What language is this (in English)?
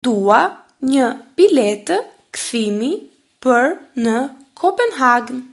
Albanian